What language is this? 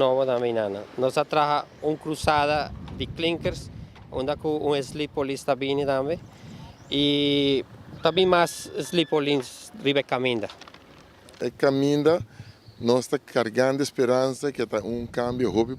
Papiamento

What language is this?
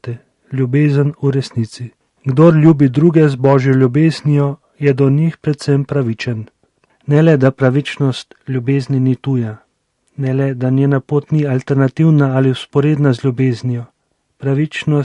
Slovenian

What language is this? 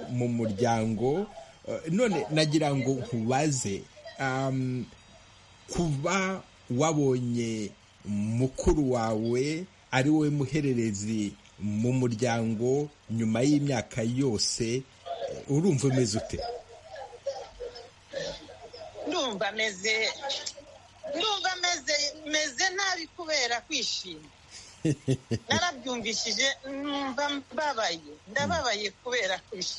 Kinyarwanda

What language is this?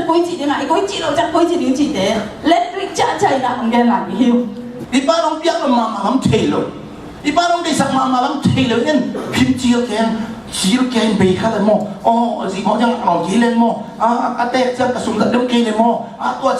Tedim Chin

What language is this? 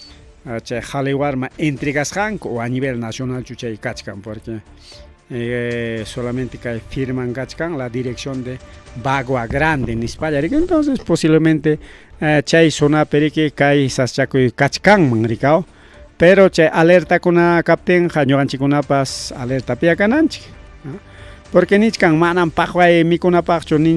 Ayacucho Quechua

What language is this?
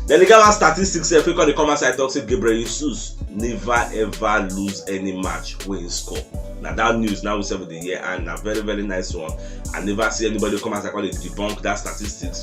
Nigerian Pidgin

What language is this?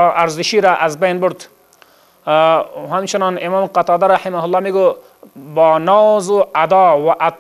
Persian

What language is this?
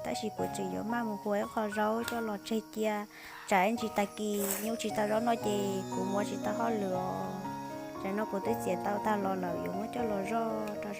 Hmong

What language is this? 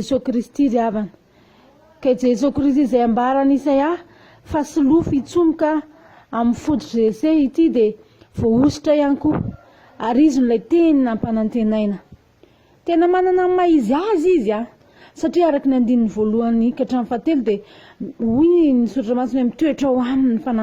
Malagasy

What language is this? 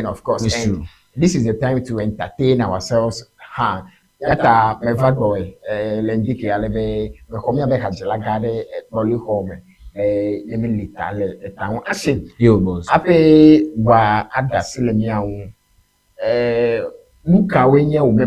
Ewe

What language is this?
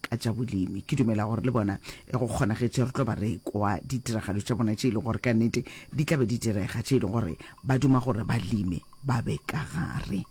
Northern Sotho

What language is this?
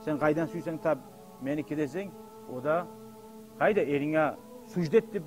Kumyk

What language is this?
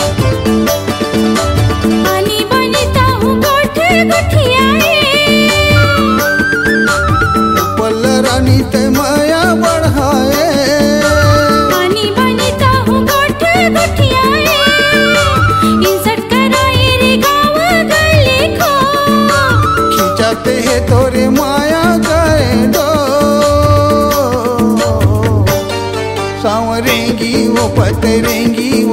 Chhattisgarhi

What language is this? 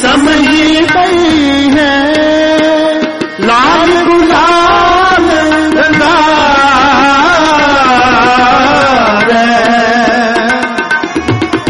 Hindi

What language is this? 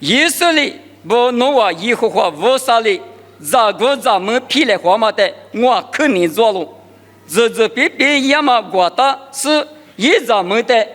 Lisu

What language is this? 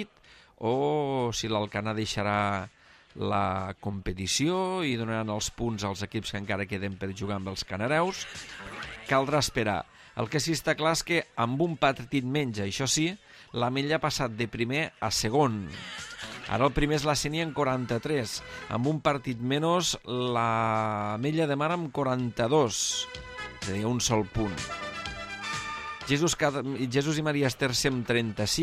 Catalan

